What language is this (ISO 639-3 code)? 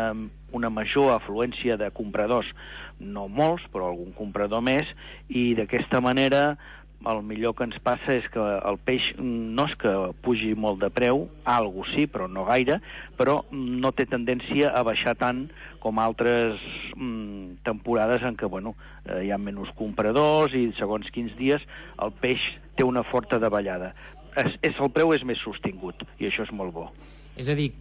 cat